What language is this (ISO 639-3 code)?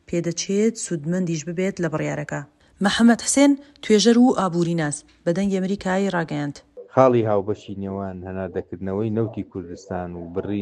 ckb